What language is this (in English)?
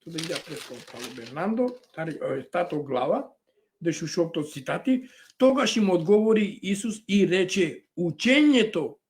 Balkan Romani